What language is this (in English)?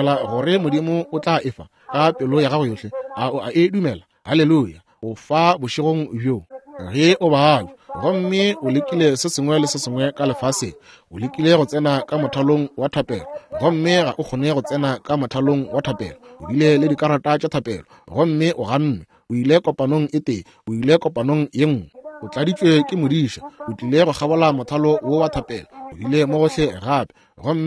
Northern Sotho